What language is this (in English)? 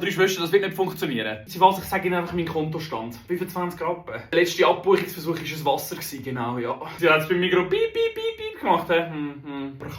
Swiss German